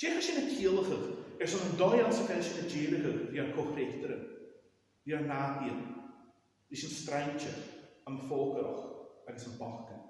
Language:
Scottish Gaelic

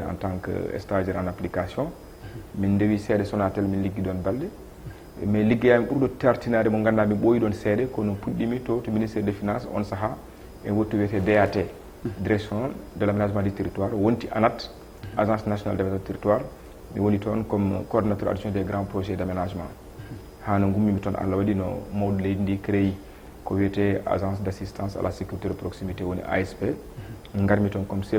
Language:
Fula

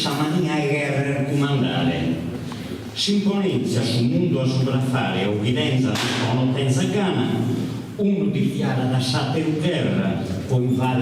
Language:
Sardinian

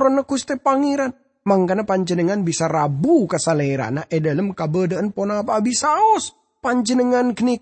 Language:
Madurese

